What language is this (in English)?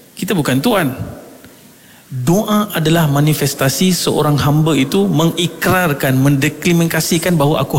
Malay